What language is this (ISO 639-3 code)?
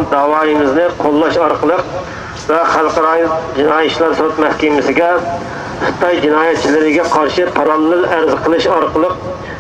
uig